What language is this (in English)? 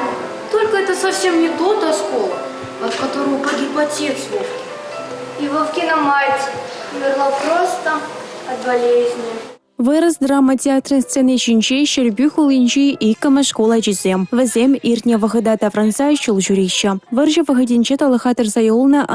Chuvash